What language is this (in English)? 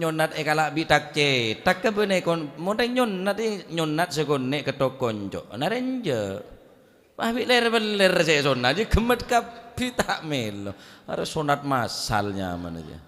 Madurese